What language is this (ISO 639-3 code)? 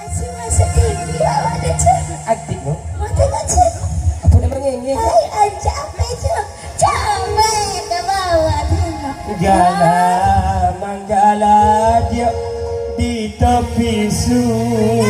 min